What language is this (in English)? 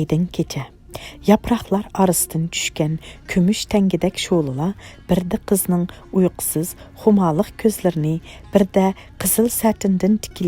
Uyghur